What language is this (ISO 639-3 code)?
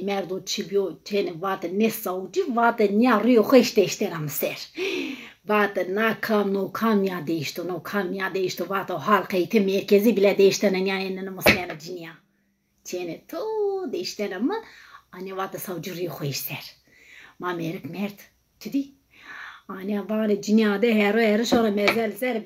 zza